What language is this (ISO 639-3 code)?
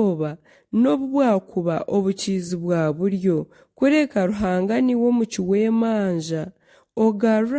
nyn